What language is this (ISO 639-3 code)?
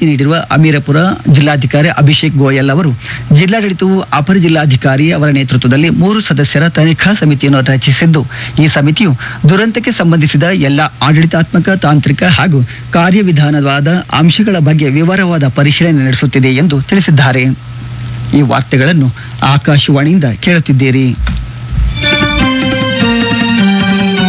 kan